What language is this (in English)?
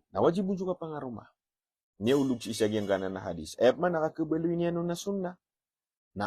Maranao